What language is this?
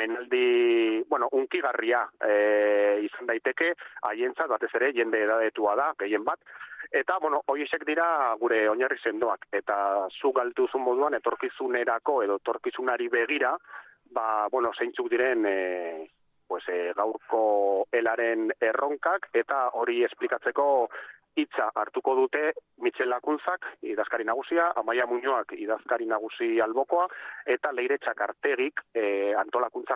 Basque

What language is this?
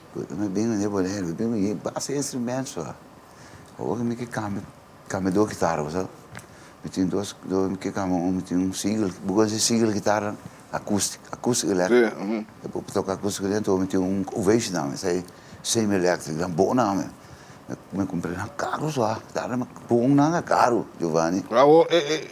Papiamento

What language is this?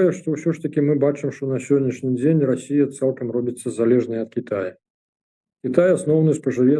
Belarusian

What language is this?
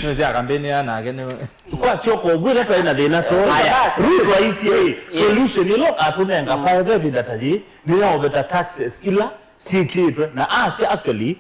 Kamba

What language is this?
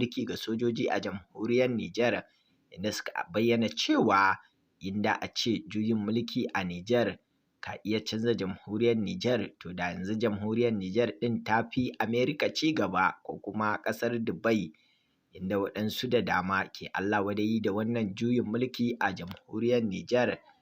Hausa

